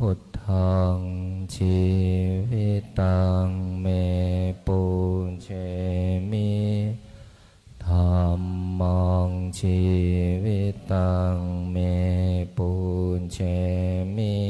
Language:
Pali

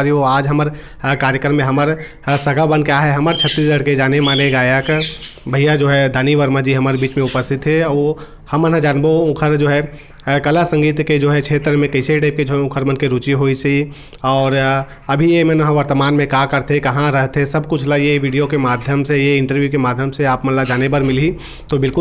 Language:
Chhattisgarhi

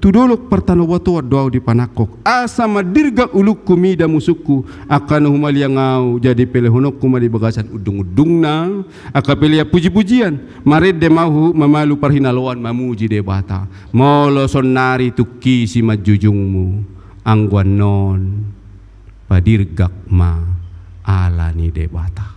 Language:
Batak Toba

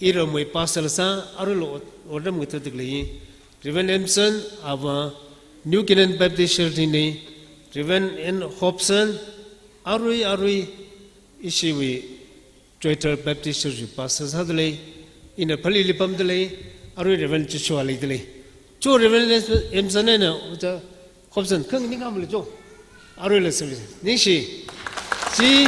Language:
Tangkhul Naga (India)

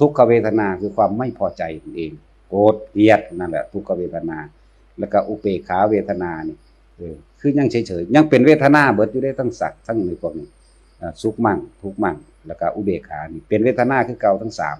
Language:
Northeastern Thai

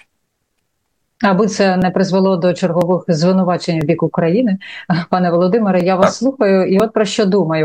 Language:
Ukrainian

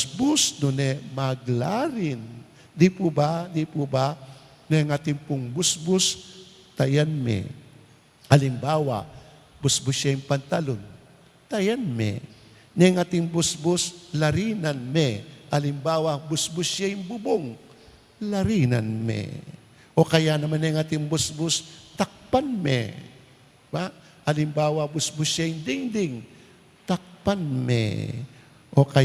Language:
Pampanga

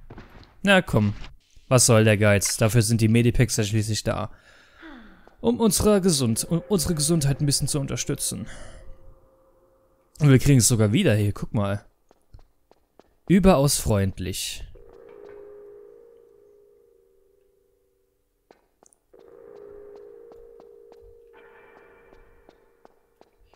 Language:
German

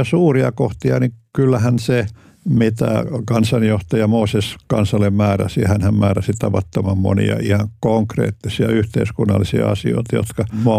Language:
Finnish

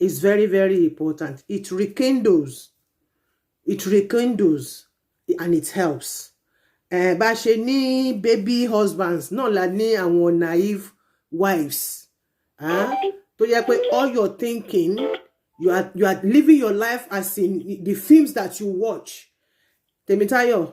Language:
Yoruba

